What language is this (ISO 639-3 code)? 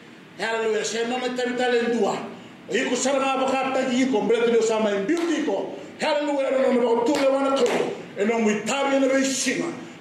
fij